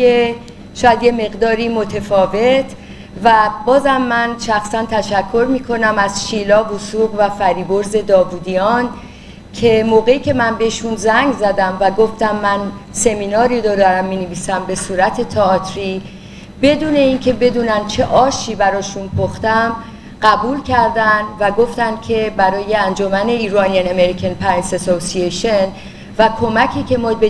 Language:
Persian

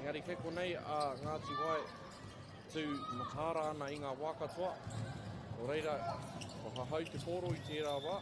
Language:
Māori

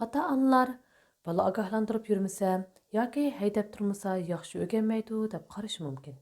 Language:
Uyghur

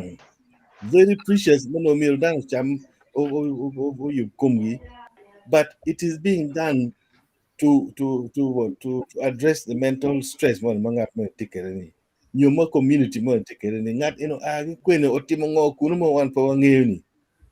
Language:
Acoli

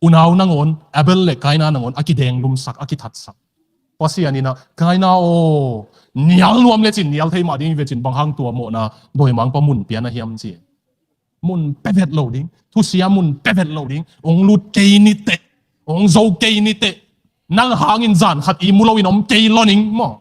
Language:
Tedim Chin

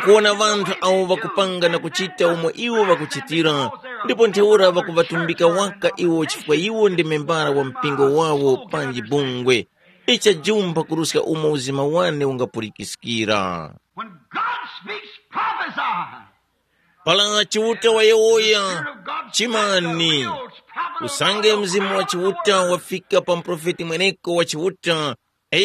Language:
Tumbuka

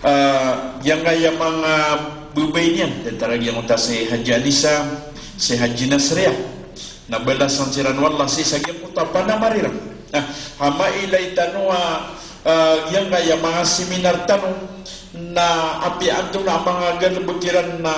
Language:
Maranao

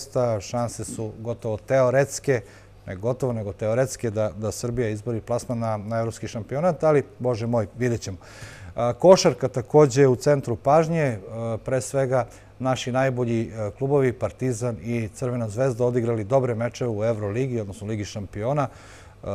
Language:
Serbian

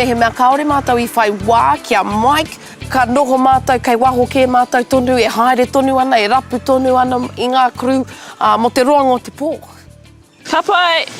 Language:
Māori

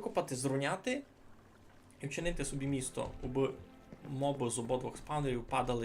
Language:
Rusyn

